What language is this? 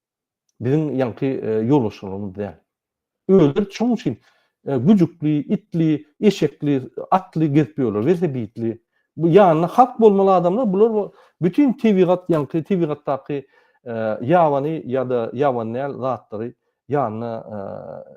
Turkmen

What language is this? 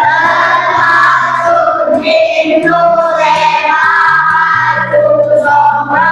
Hmar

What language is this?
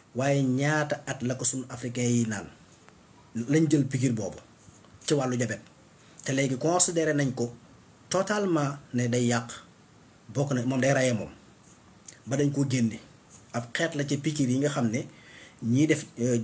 Wolof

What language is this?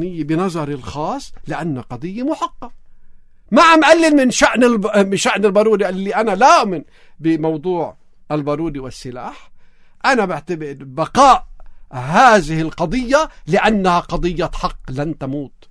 North Levantine Arabic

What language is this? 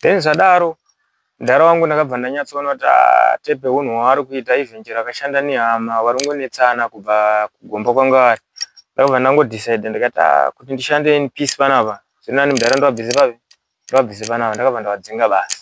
Shona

